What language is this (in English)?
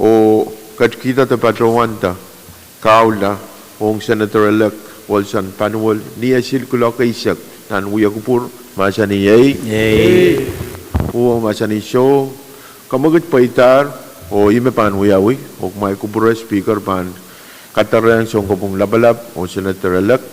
Pohnpeian